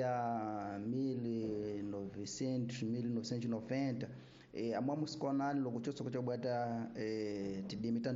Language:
Tsonga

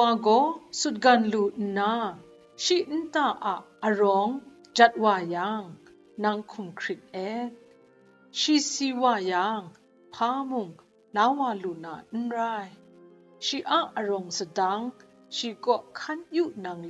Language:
Kachin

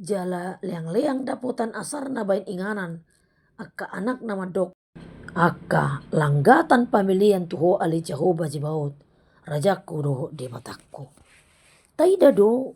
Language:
Batak Toba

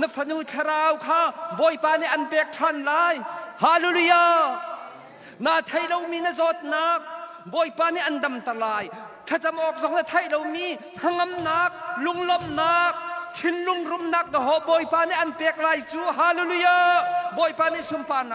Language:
Hakha Chin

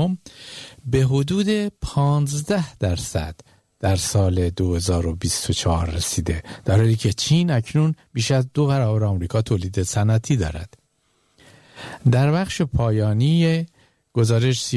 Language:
Persian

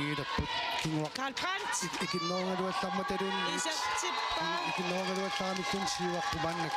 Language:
Kalaallisut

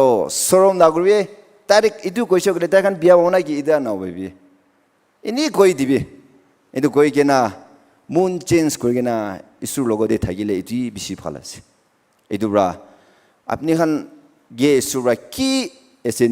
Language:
Naga Pidgin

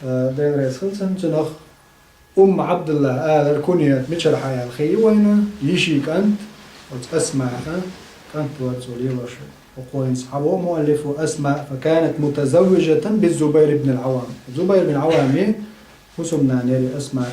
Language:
Chechen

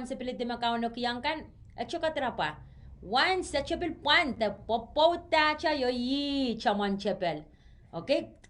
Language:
Pohnpeian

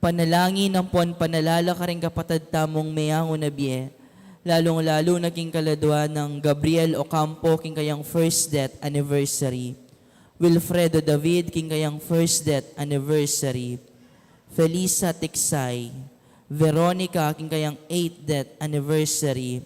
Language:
Pampanga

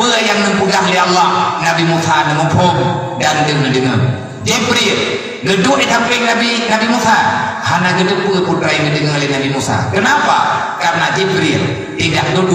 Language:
Achinese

